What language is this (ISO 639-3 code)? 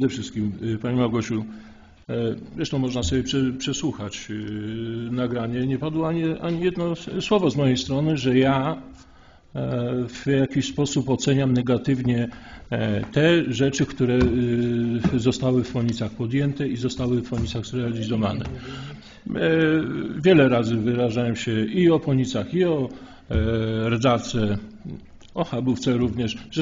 pol